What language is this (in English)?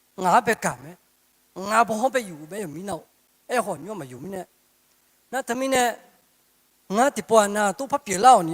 Akha